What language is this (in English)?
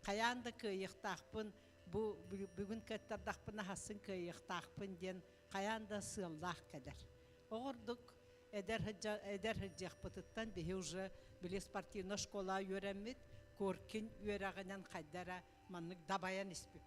Yakut